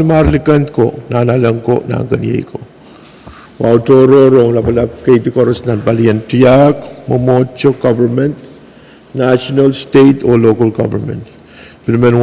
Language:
Pohnpeian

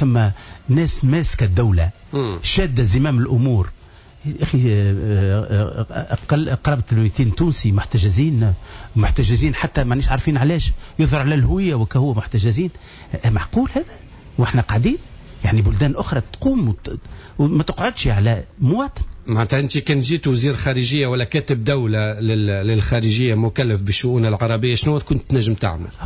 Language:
Tunisian Arabic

